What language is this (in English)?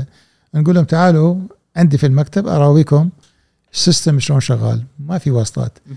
Gulf Arabic